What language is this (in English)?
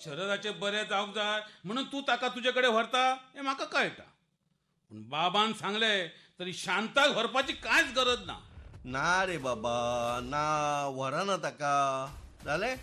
Konkani